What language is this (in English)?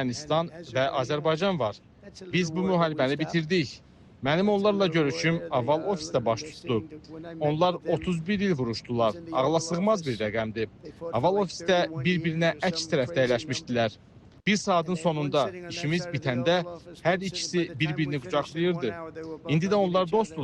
Azerbaijani